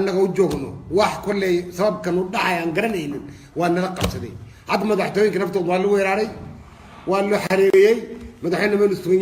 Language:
Somali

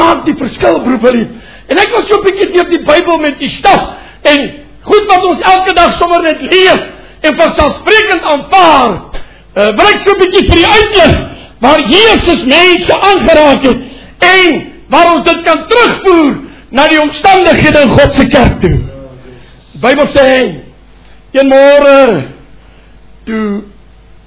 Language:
Afrikaans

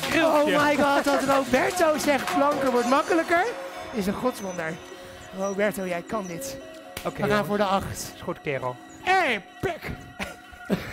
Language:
Dutch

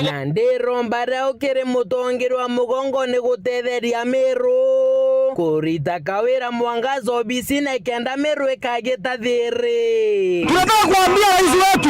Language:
Meru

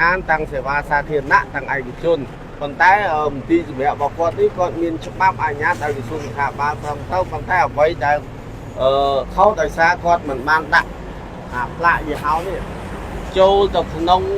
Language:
Khmer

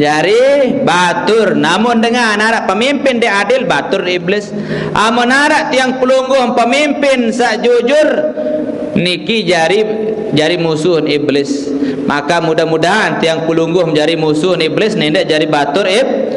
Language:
Sasak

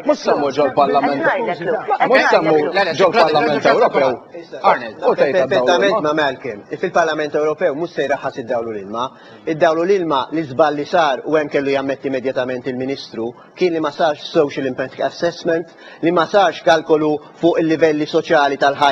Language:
Maltese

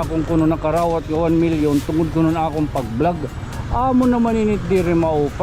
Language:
Waray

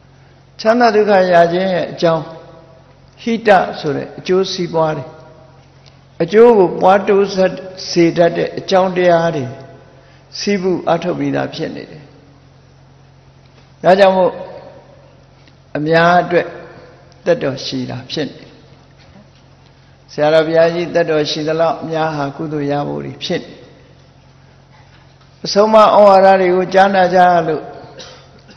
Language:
Burmese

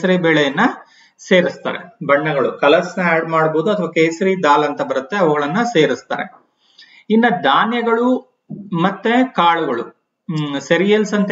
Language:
Kannada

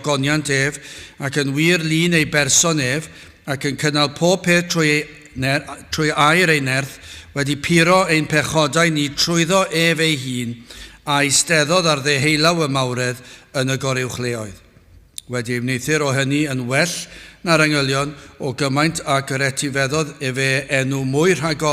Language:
Welsh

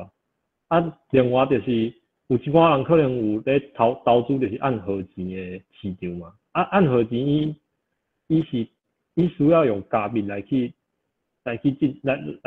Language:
Min Nan Chinese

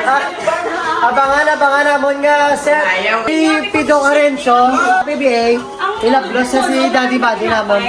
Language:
Hiligaynon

